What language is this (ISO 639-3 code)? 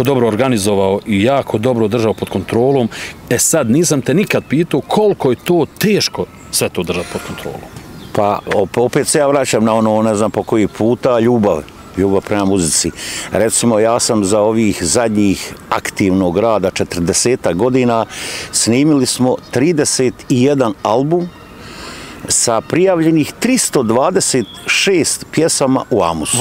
bos